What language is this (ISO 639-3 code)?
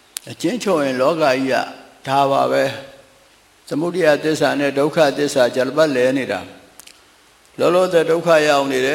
mya